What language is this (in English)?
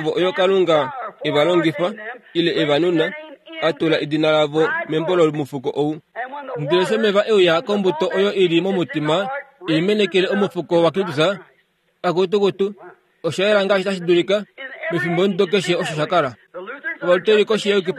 Kuanyama